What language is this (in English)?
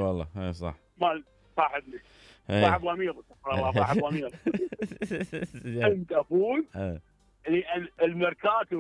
Mesopotamian Arabic